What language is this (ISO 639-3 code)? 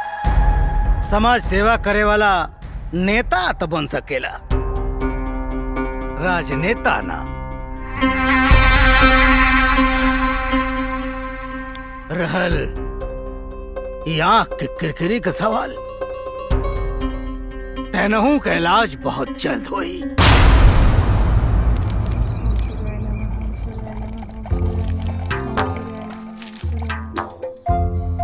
bho